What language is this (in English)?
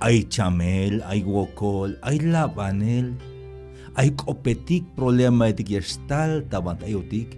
Tzeltal